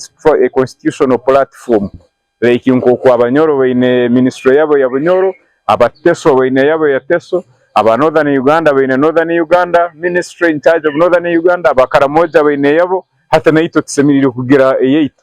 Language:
Nyankole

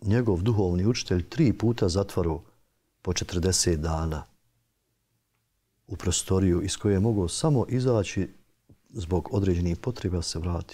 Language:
Bosnian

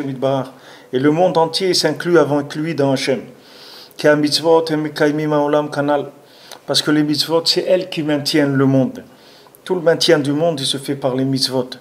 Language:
French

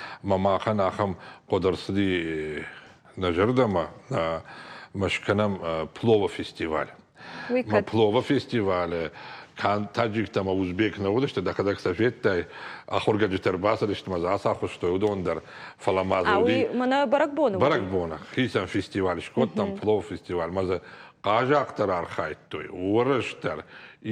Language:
Ossetic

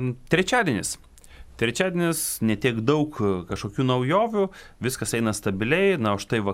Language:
Lithuanian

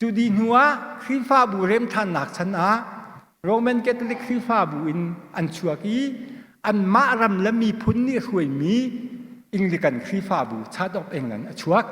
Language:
Hakha Chin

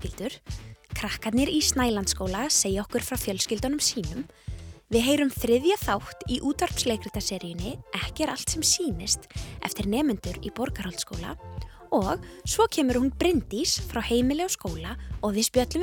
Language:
Icelandic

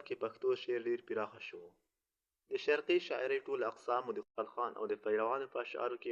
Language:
Pashto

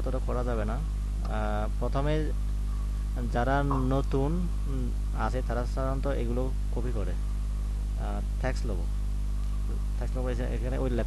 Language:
Bangla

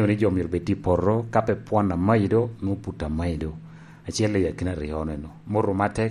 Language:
Lango (Uganda)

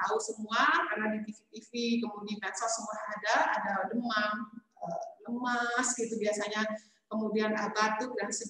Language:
Indonesian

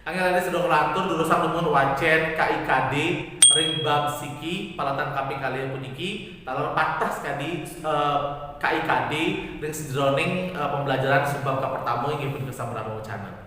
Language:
Balinese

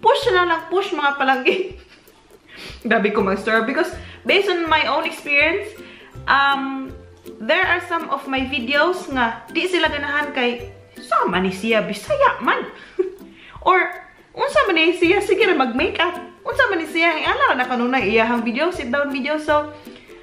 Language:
Cebuano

